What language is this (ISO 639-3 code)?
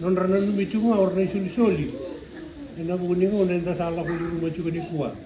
fij